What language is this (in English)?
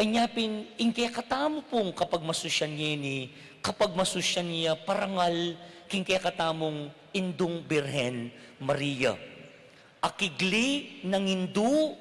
Pampanga